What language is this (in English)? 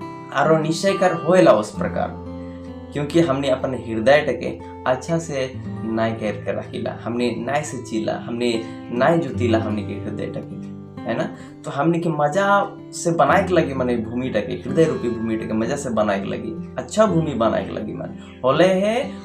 Sadri